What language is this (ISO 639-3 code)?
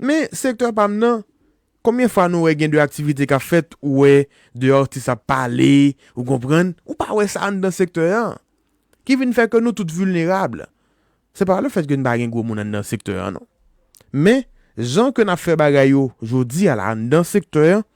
hat